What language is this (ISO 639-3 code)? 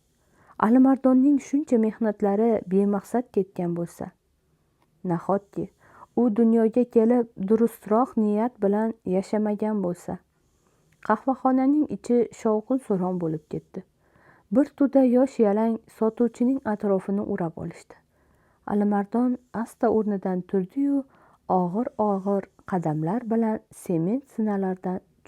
uzb